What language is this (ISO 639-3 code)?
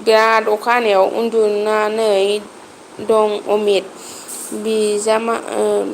brx